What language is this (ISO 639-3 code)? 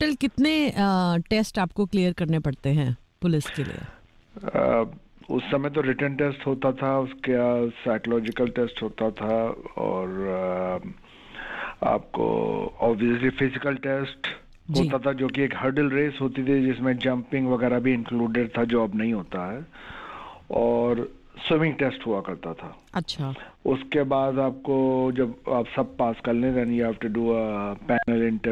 hin